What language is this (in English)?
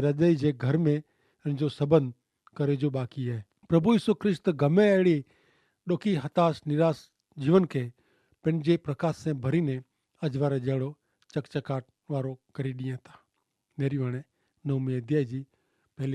Kachhi